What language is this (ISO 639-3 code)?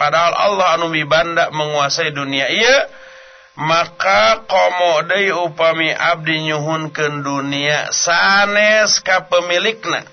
sun